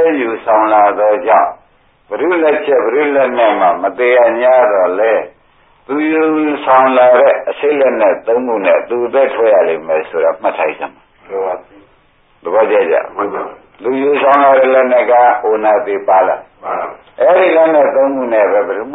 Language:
Burmese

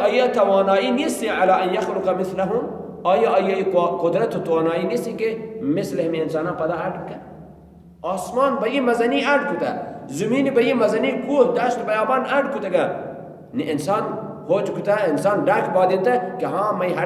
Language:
Baluchi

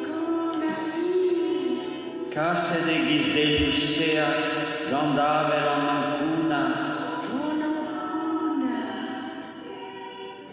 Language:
Breton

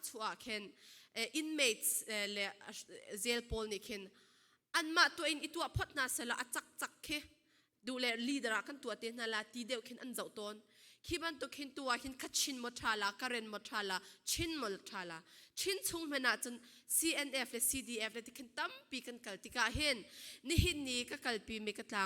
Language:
Falam Chin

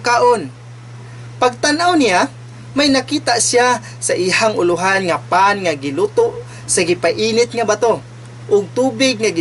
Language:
Cebuano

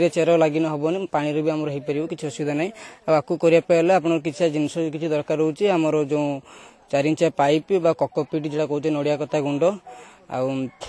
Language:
Odia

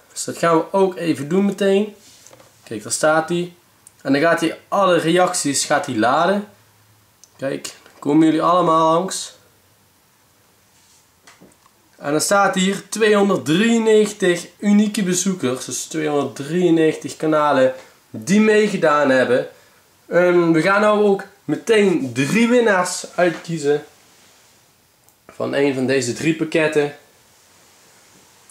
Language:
Dutch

